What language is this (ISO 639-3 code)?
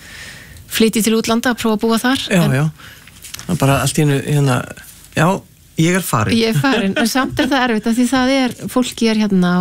isl